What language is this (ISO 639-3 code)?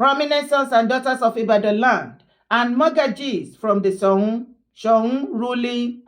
yor